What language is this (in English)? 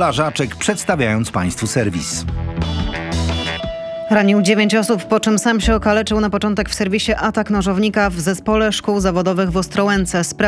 Polish